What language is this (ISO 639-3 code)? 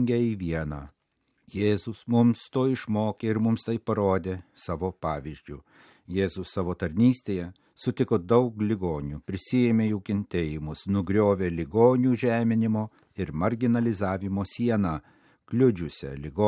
lit